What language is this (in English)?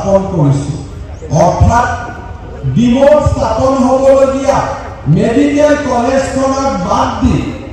Assamese